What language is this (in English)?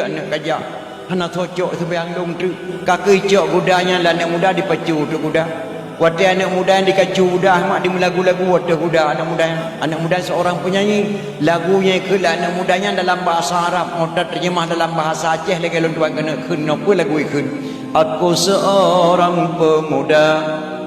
Achinese